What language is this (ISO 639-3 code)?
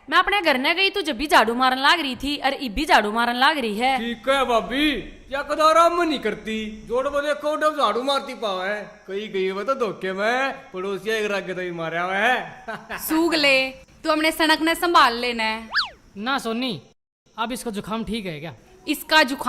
bgc